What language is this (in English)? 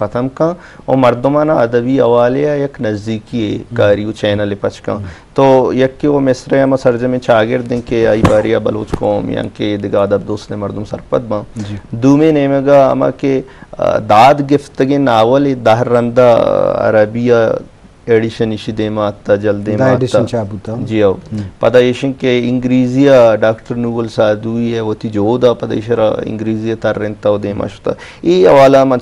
Eastern Balochi